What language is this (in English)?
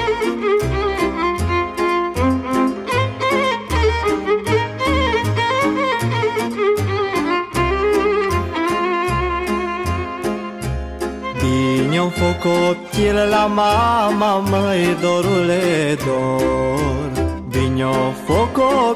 Romanian